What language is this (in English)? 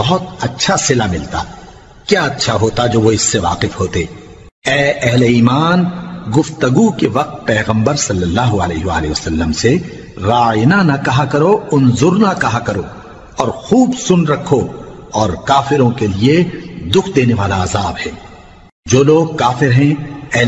Urdu